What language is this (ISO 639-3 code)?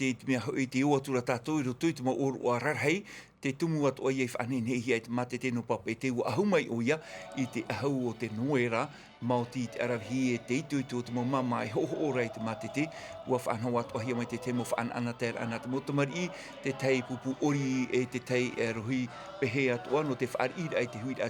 tah